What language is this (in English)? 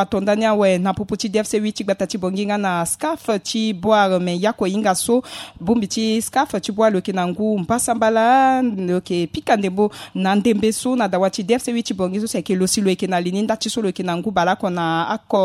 Sango